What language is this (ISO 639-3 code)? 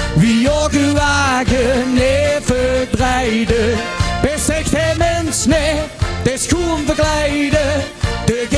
lim